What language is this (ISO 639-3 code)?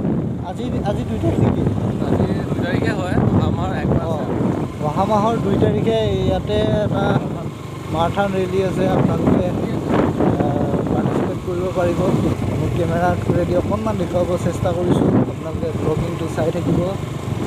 asm